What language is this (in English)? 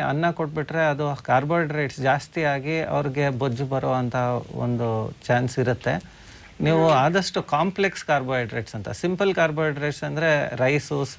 Kannada